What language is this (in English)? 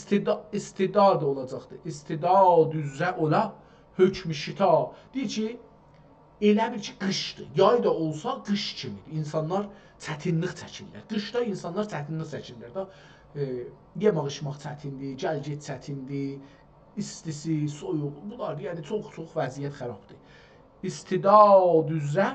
South Azerbaijani